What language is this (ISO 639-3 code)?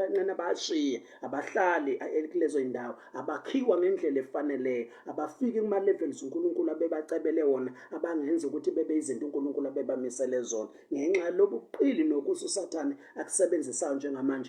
zul